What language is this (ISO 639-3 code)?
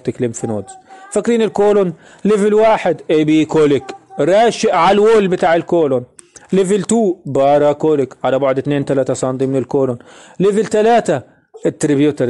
arz